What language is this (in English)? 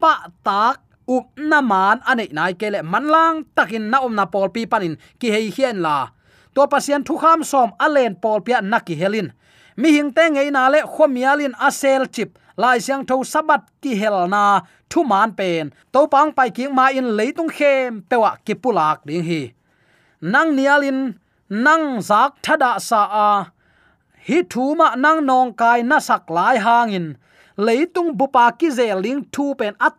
Tedim Chin